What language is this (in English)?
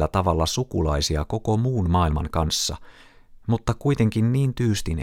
Finnish